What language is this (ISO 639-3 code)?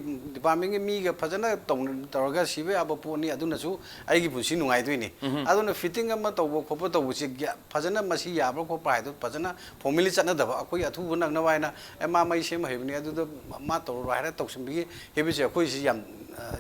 mni